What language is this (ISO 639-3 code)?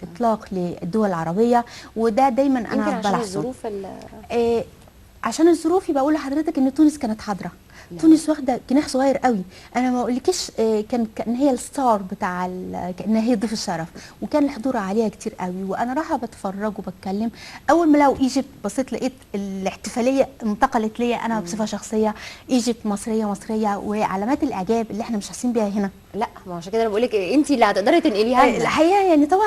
arz